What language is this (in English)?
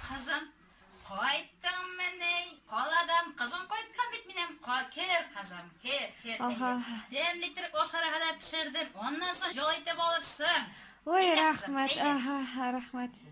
Tatar